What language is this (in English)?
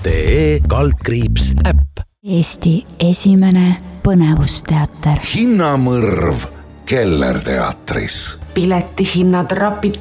Estonian